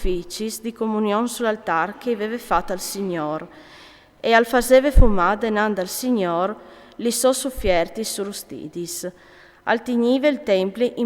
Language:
Friulian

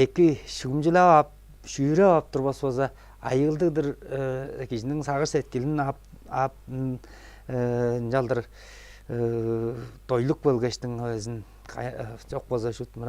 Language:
Tuvinian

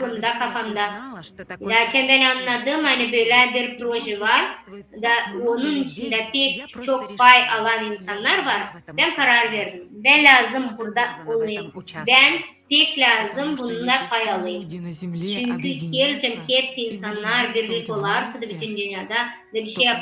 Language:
Gagauz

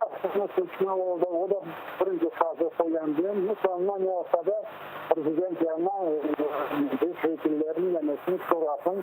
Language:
Crimean Tatar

